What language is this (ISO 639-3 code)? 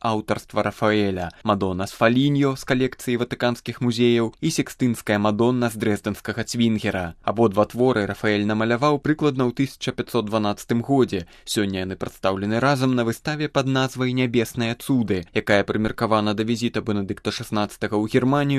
bel